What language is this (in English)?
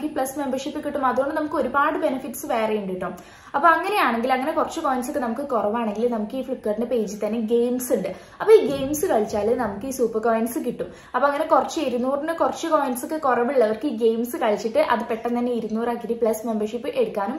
Malayalam